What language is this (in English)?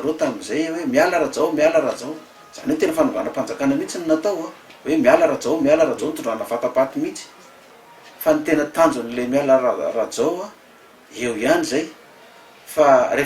Malagasy